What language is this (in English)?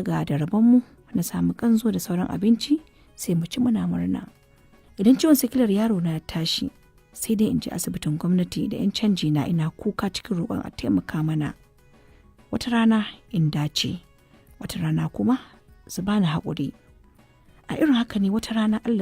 Hausa